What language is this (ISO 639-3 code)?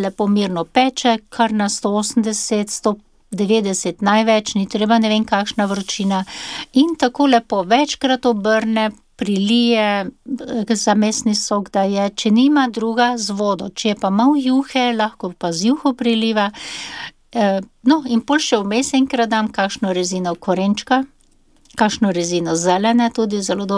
slv